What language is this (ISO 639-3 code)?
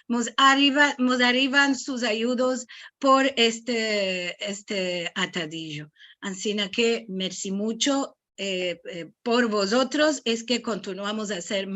lad